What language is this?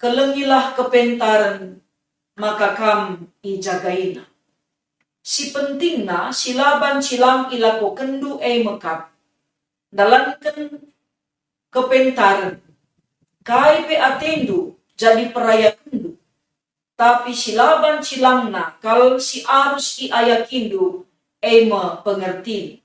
Batak Karo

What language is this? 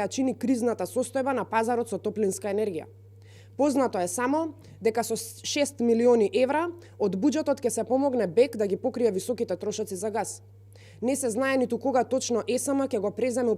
Macedonian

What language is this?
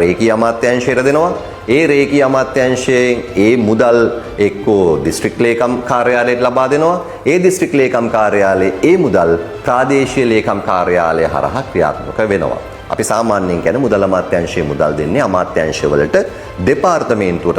Sinhala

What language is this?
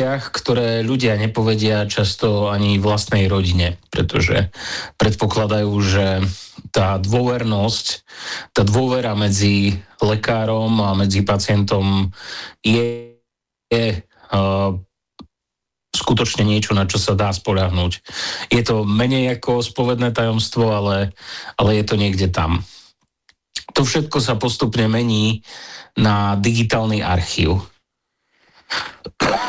Slovak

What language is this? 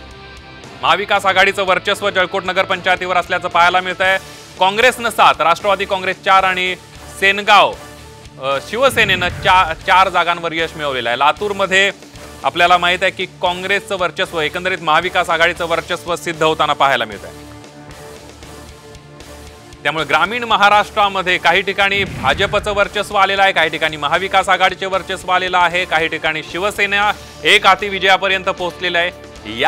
Marathi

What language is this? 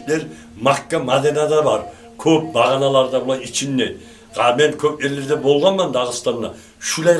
Kumyk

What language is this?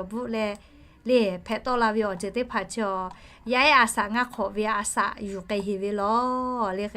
Lahu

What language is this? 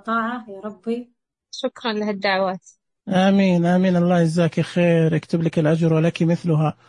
Najdi Arabic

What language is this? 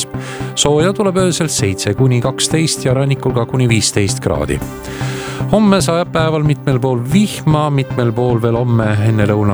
Estonian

